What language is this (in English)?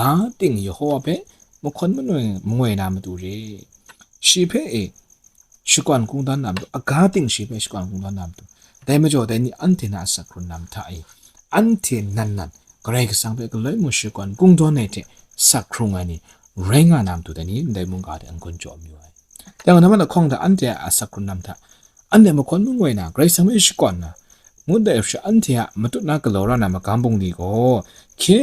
Kachin